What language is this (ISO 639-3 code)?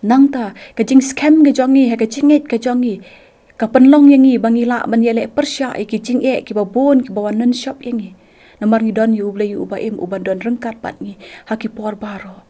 kha